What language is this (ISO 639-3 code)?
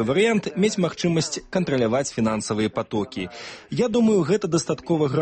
bel